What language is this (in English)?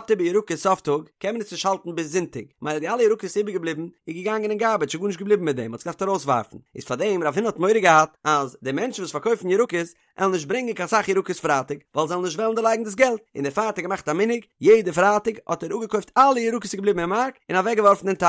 Yiddish